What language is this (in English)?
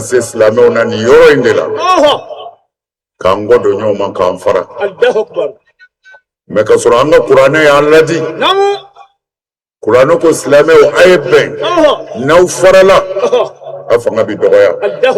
Bambara